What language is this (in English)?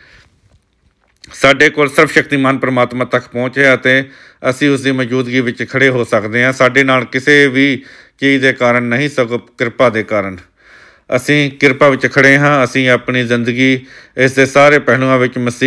Punjabi